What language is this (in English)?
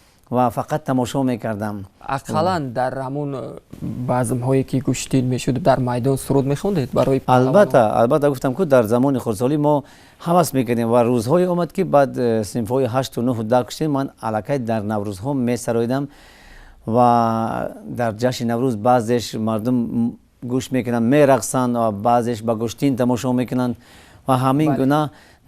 Tajik